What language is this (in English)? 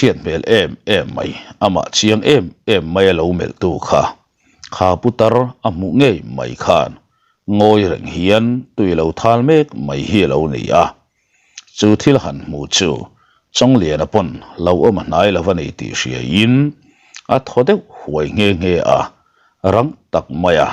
Mizo